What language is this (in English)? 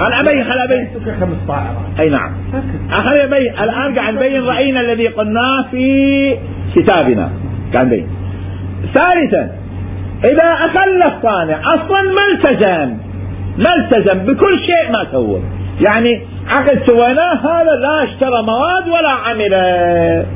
Mesopotamian Arabic